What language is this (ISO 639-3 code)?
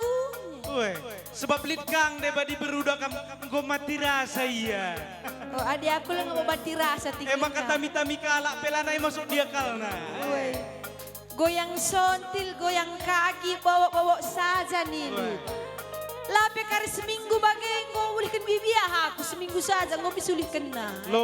btx